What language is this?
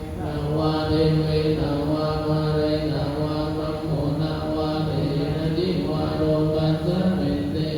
Pali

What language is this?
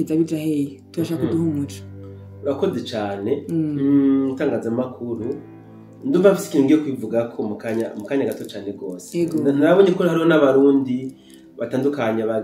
Rundi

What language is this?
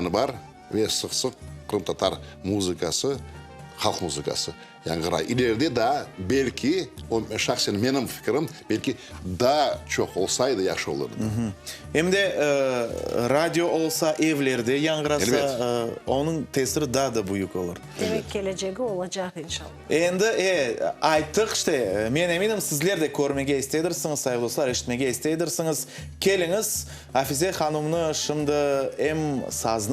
Crimean Tatar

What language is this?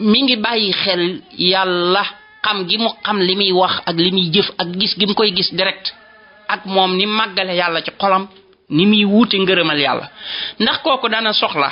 Wolof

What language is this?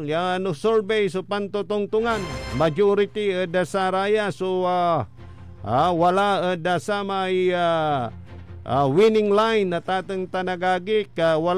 Pangasinan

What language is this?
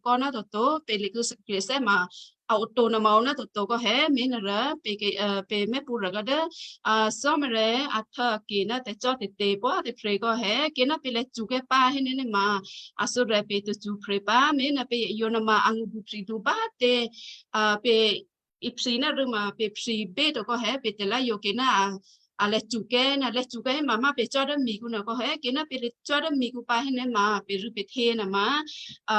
Western Kayah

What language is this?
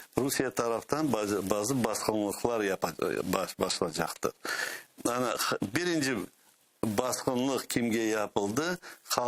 Crimean Tatar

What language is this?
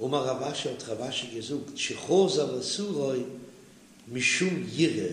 Yiddish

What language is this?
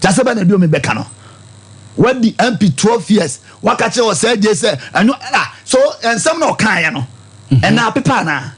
Akan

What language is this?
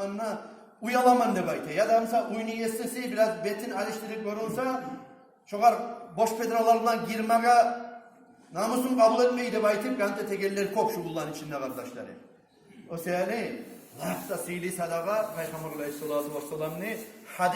Kumyk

